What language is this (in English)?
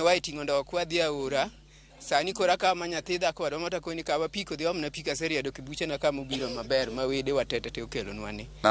Luo (Kenya and Tanzania)